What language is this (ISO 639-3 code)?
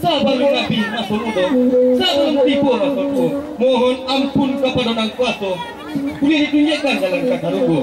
min